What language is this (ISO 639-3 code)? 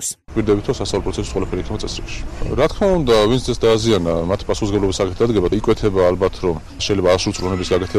kat